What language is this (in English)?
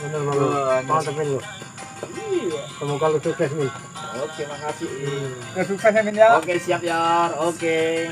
Betawi